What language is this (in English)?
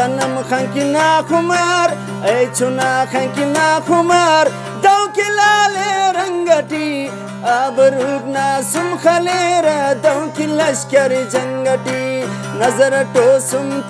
Brahui